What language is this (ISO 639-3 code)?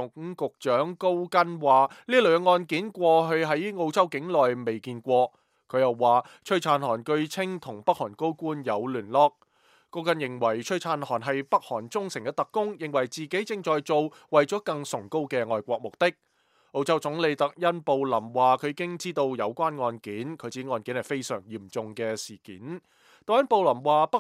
yue